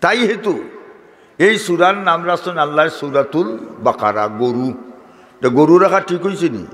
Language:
Sylheti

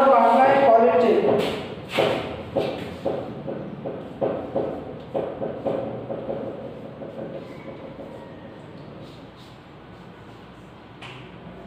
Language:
Marathi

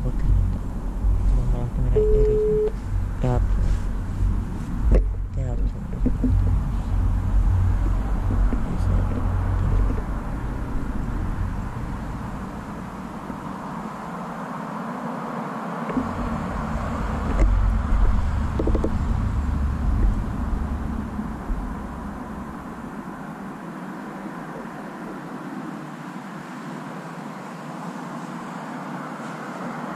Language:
Finnish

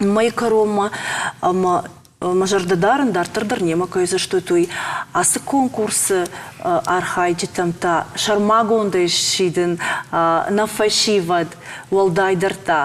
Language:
Ossetic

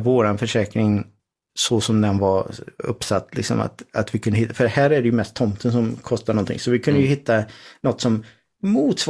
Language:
Swedish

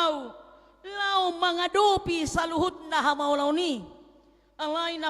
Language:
Batak Toba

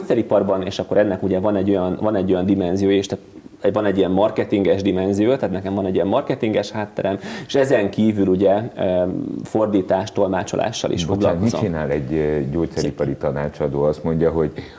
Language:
Hungarian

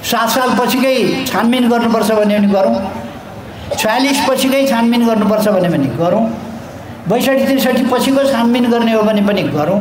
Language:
Nepali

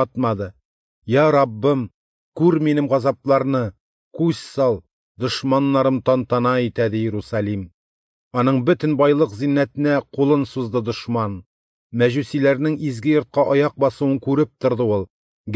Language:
Tatar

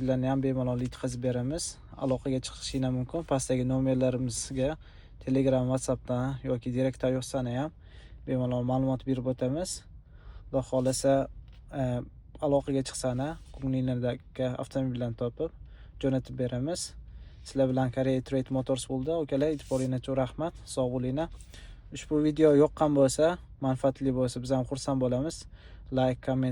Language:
Uzbek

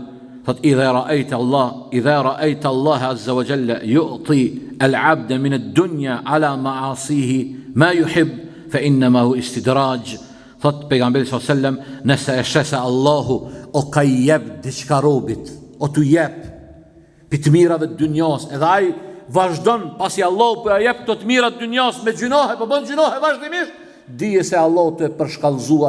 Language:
Albanian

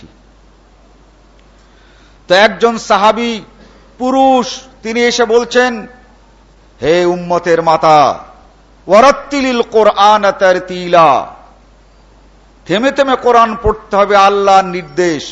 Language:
Bangla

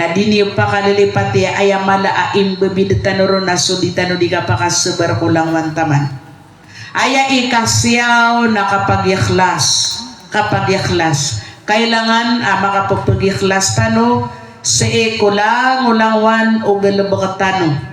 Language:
Maranao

